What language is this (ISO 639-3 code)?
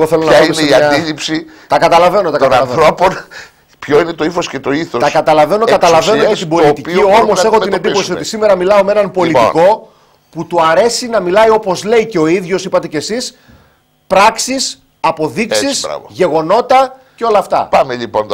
ell